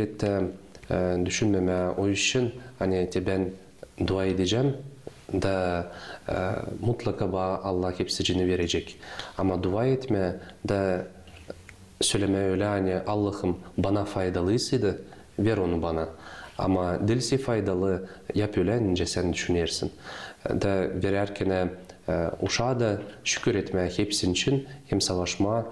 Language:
Gagauz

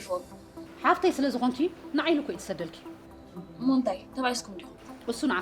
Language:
Tigrinya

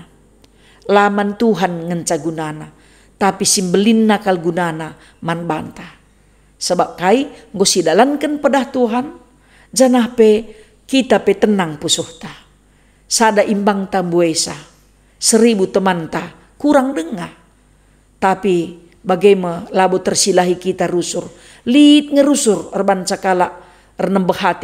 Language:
Batak Karo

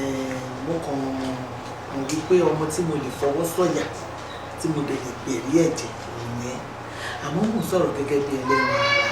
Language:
Yoruba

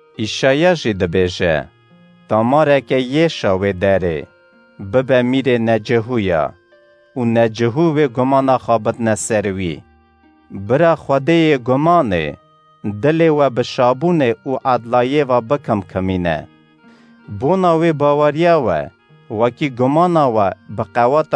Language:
Kurdish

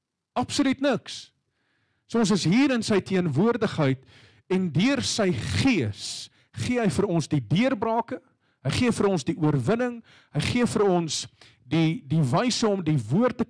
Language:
Afrikaans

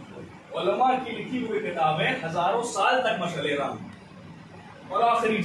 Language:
Urdu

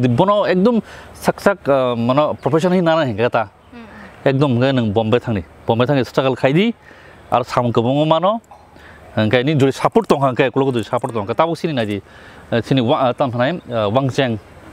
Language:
Kok Borok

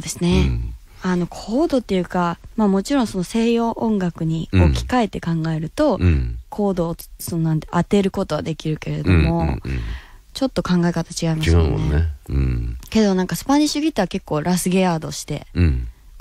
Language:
Japanese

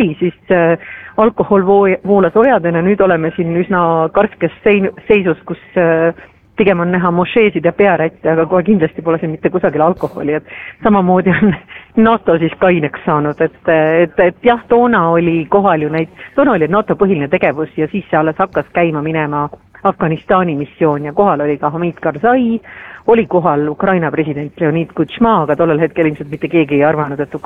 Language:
Estonian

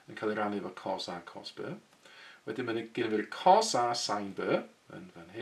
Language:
Welsh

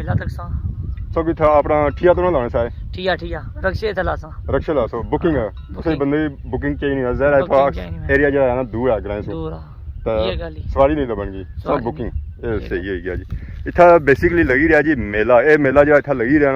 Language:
Pahari-Potwari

